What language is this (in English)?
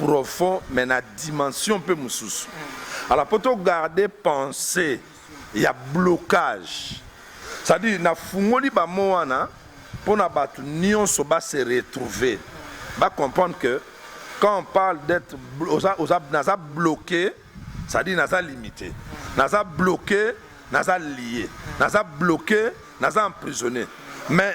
Lingala